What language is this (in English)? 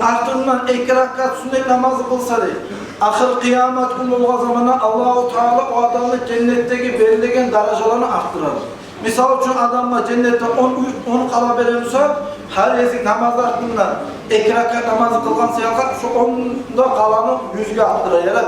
Kumyk